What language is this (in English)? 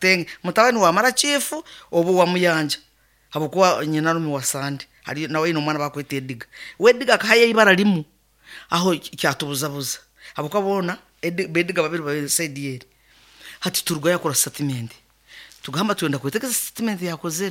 Nyankole